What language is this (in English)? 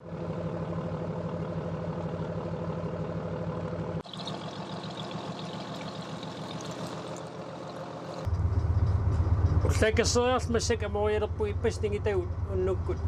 Kalaallisut